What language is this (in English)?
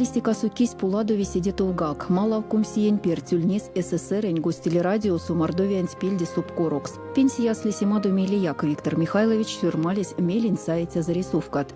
Erzya